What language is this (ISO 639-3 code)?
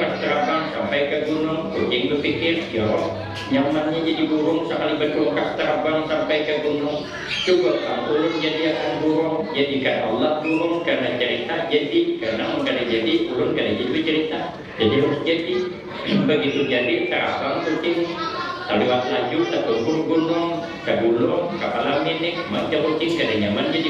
bjn